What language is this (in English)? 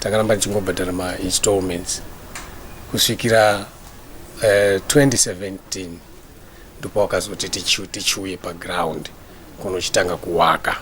Shona